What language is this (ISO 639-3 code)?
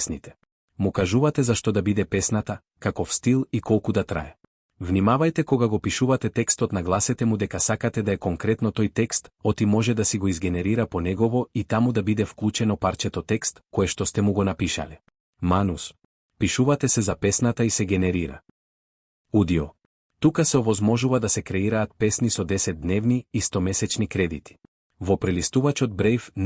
mkd